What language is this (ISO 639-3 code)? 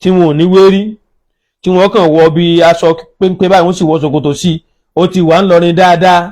yor